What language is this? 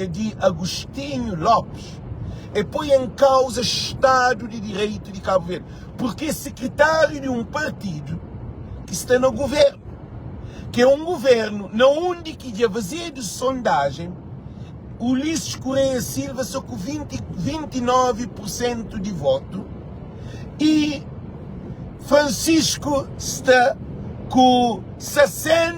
Kabuverdianu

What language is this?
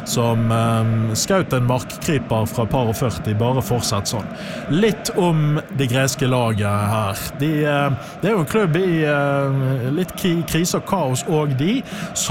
Norwegian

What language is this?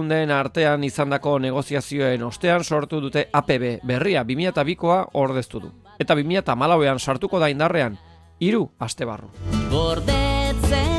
Basque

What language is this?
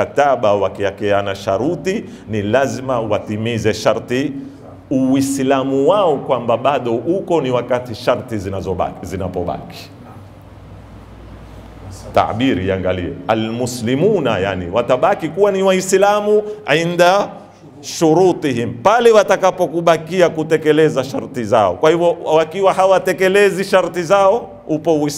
Swahili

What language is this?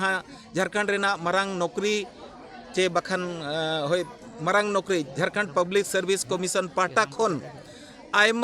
Santali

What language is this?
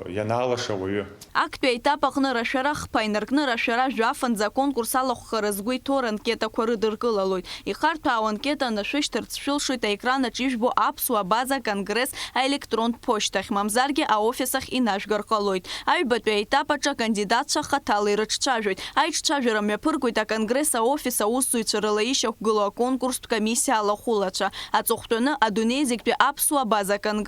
Abkhazian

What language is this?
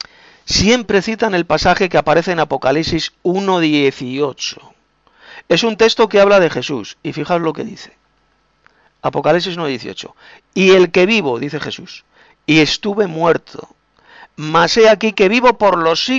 Spanish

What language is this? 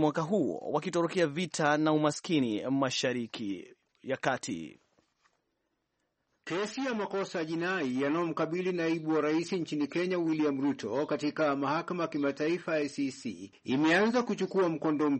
Swahili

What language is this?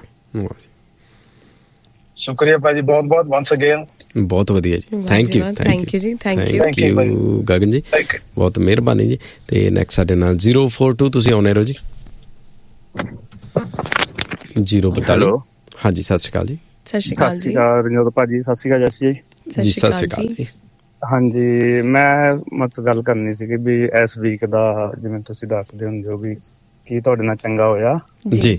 Punjabi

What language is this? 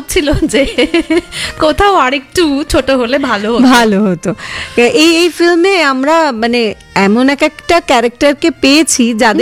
Bangla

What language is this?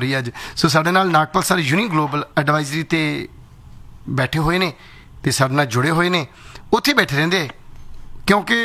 Punjabi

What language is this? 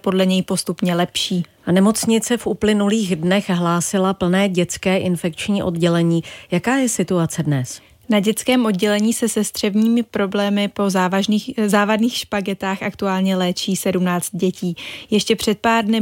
Czech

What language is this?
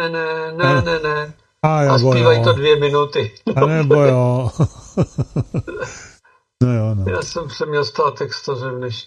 Czech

